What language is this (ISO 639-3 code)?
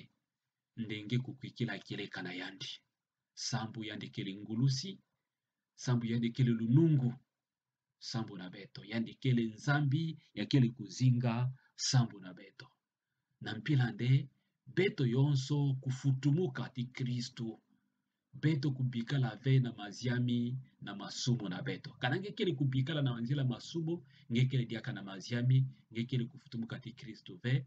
ktu